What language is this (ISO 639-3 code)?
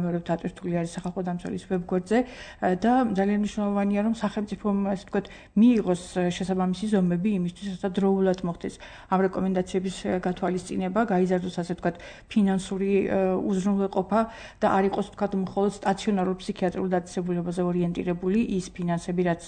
kat